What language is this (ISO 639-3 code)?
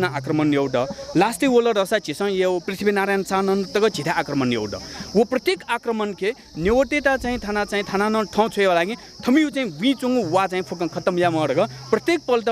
new